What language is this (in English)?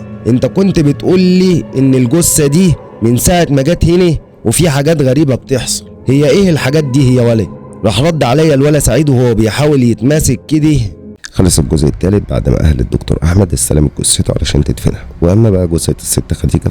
Egyptian Arabic